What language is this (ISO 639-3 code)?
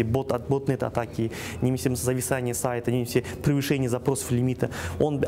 kaz